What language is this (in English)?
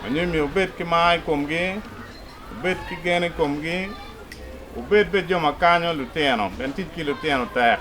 Acoli